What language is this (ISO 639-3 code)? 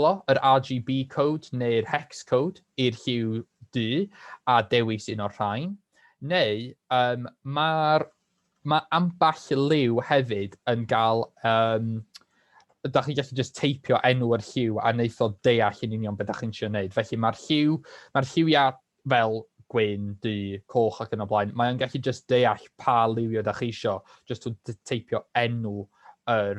cym